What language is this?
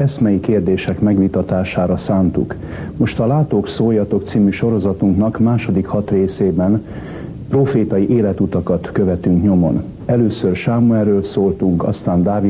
Hungarian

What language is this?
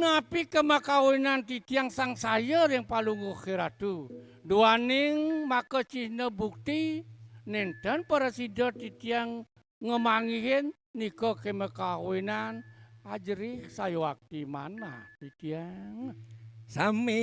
Balinese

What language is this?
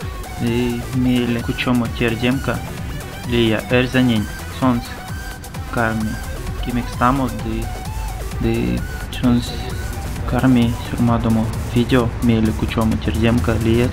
Erzya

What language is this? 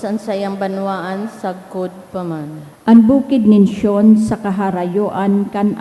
Bikol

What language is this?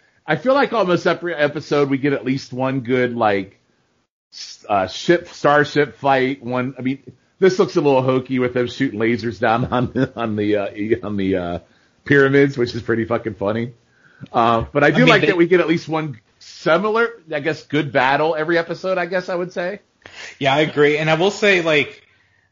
English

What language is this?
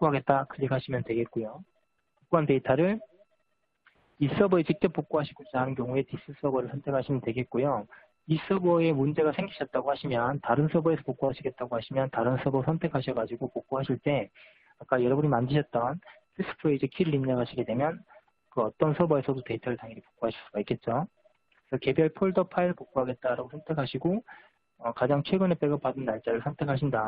Korean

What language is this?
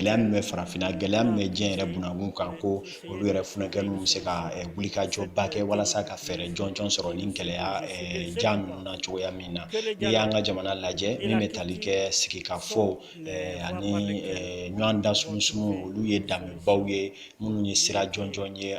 Bambara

